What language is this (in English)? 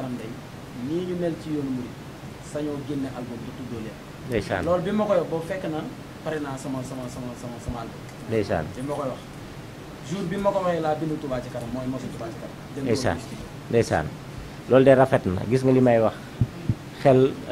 Wolof